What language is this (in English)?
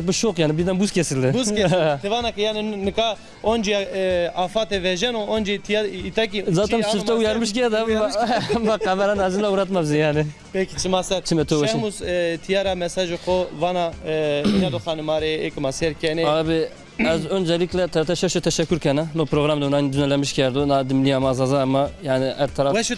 Zaza